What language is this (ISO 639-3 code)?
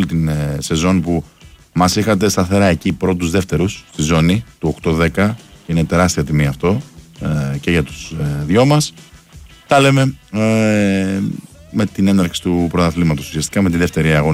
ell